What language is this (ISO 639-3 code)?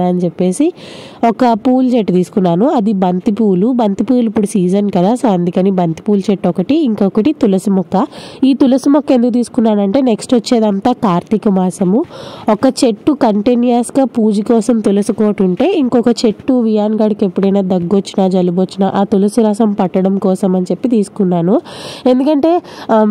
tel